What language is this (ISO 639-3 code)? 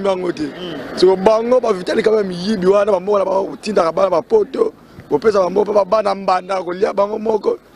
lin